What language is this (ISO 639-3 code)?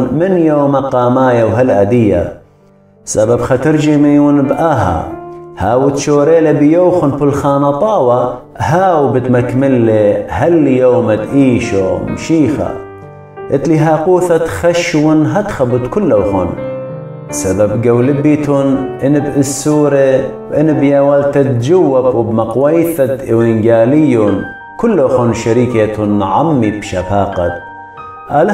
aii